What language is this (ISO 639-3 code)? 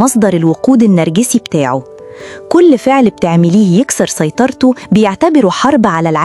arz